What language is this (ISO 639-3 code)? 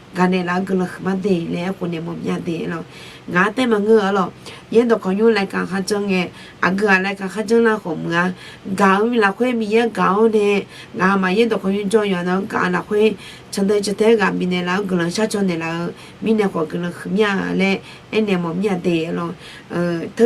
ahk